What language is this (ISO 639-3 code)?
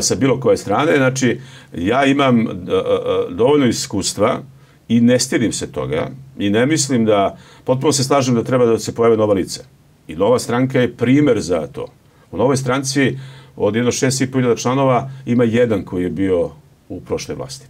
srp